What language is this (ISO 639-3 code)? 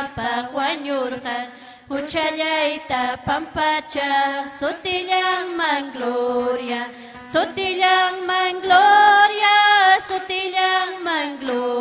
quy